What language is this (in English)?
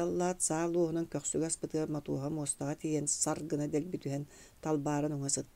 Yakut